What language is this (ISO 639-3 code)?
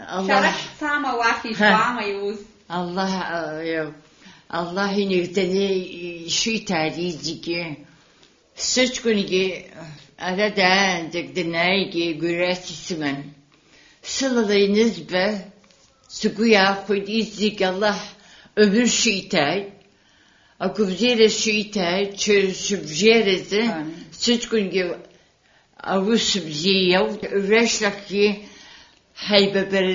abk